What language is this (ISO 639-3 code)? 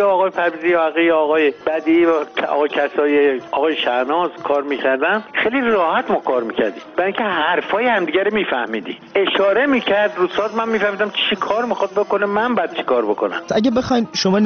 fas